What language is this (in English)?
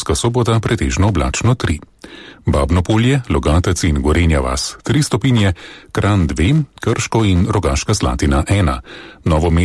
Slovenian